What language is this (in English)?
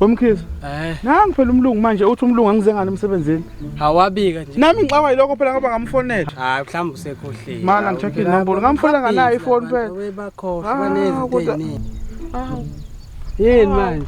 Zulu